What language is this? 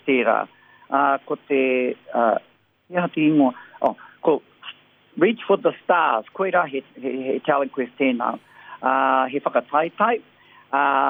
Māori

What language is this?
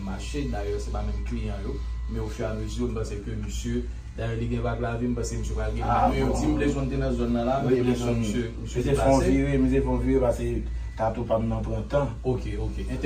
Haitian Creole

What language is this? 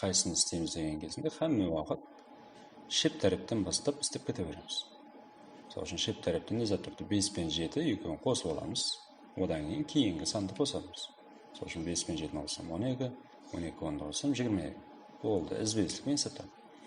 Kara-Kalpak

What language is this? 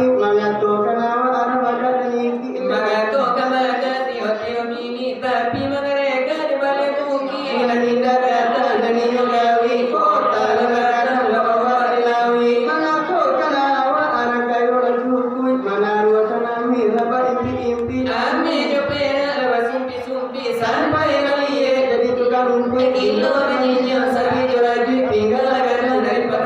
Minangkabau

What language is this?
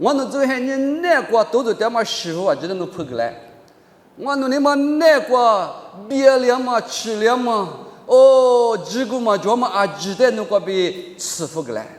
Lisu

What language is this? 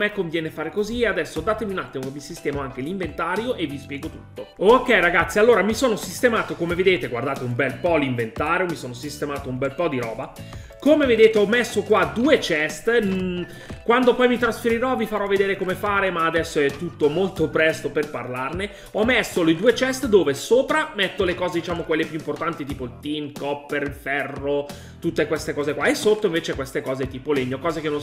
Italian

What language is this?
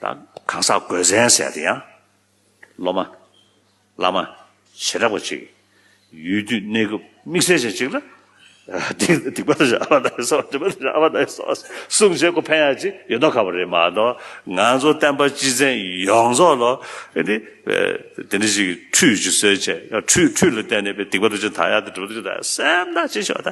Tibetan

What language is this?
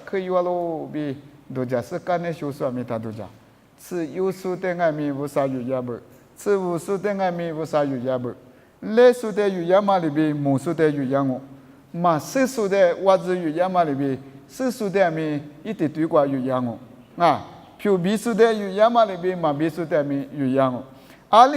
Lisu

